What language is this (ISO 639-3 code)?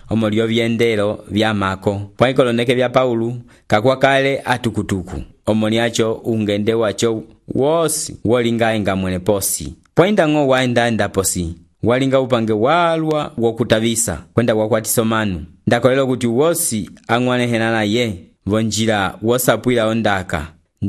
umb